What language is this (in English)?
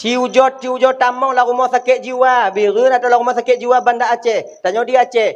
Achinese